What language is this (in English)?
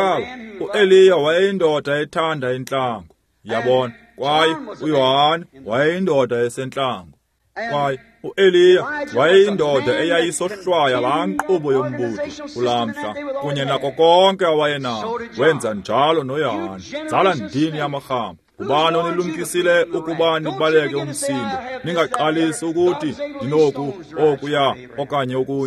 Xhosa